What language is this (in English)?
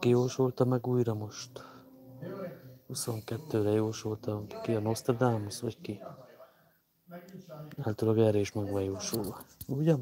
Hungarian